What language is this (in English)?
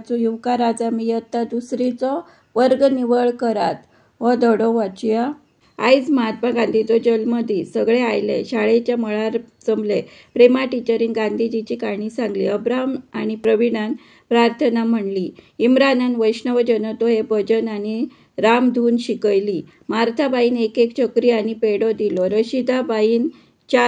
Konkani